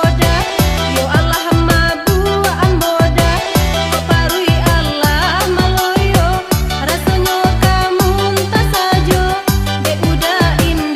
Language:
Minangkabau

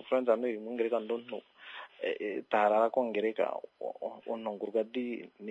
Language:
Kuanyama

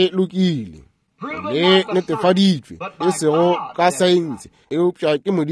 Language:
Northern Sotho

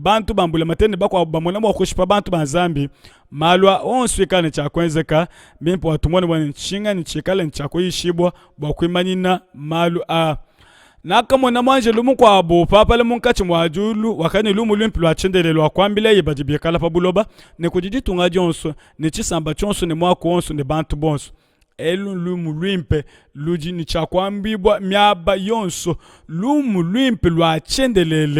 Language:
Luba-Lulua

